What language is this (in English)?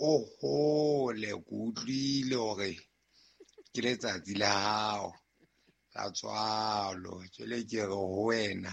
Southern Sotho